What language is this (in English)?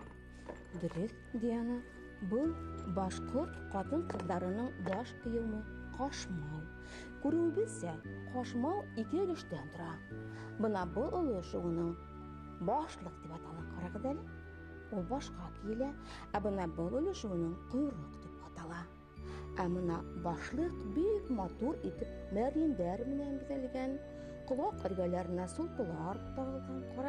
Bashkir